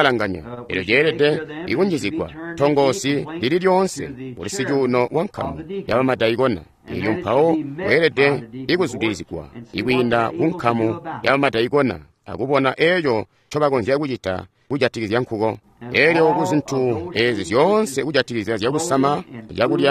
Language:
Tonga (Zambia)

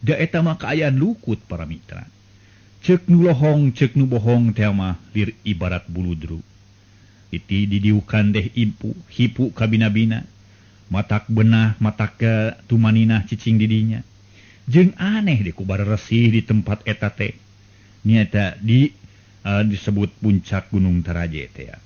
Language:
Sundanese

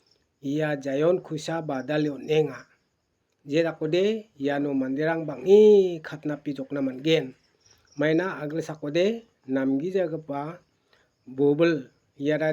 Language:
Garo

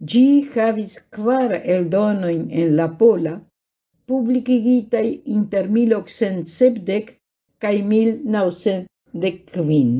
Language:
Esperanto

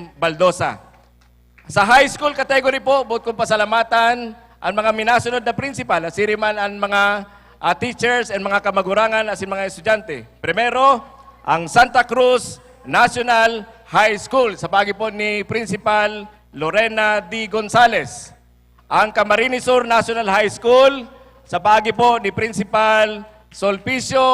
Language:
Bikol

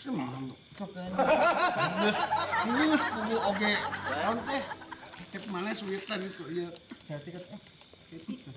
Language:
Sundanese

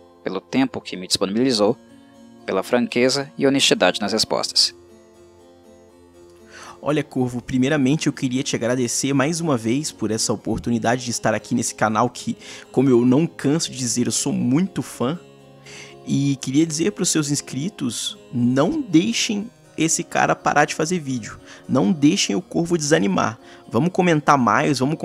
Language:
Portuguese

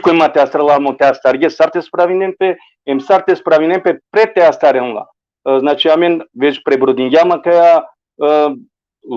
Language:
Balkan Romani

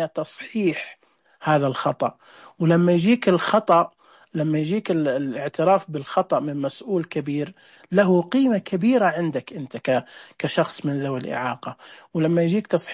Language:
Najdi Arabic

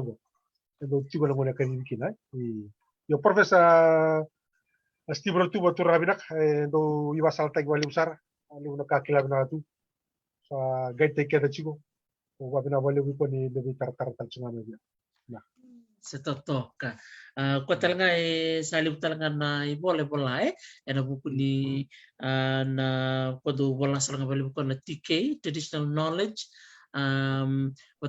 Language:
Fijian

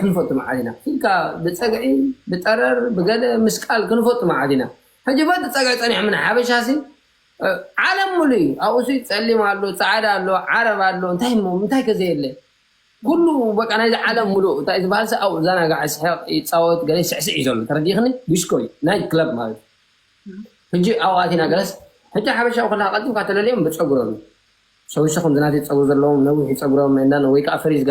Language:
Tigrinya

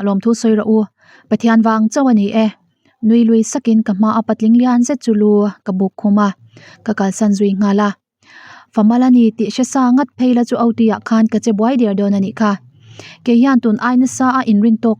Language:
Mizo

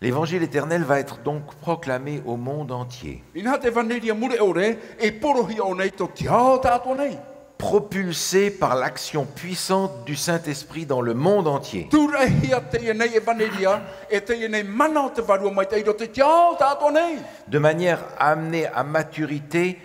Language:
Tahitian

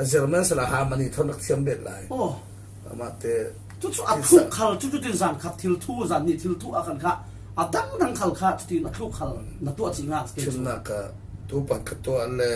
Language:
Falam Chin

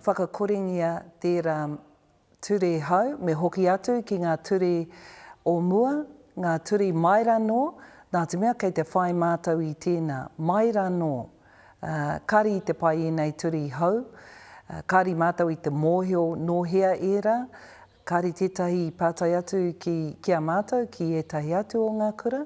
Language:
Māori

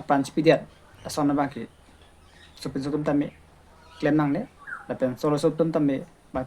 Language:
Karbi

